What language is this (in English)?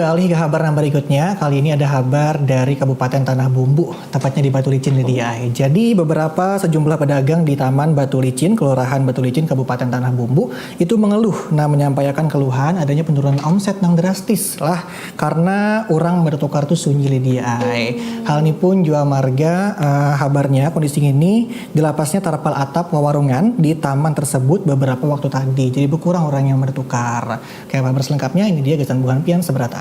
Banjar